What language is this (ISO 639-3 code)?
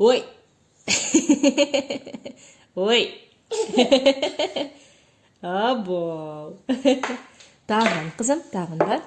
tat